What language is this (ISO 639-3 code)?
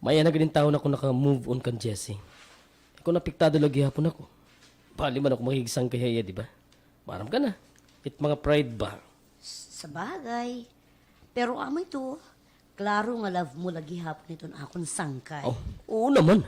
war